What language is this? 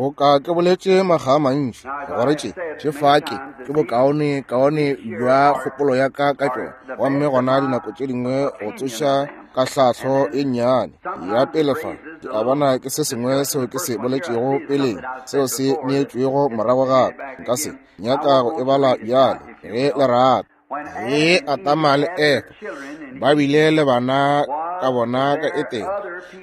Northern Sotho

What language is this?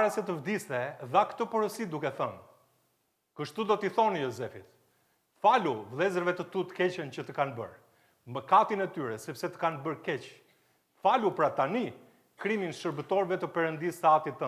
Albanian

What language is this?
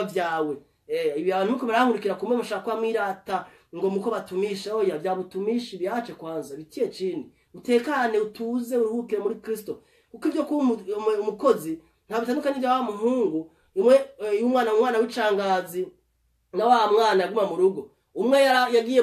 Rundi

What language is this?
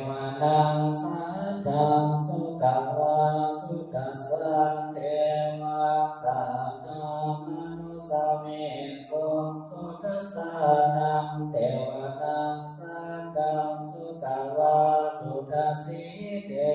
Pali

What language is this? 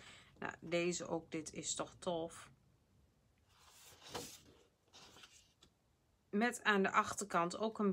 Dutch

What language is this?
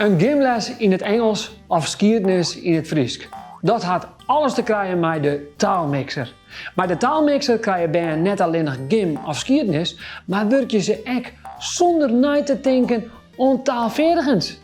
Western Frisian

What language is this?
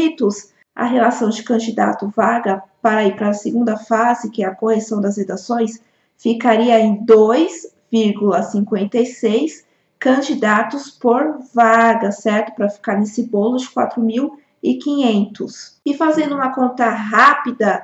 Portuguese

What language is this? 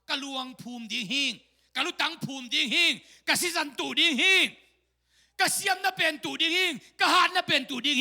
Tedim Chin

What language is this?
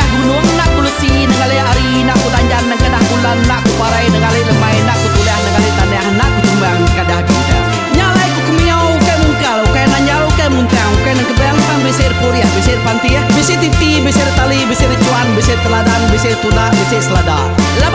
Iban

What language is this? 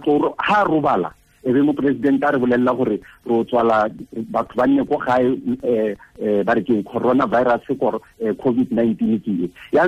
Tswana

